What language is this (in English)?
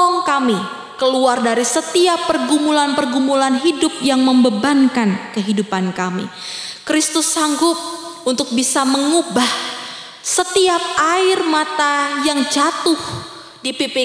Indonesian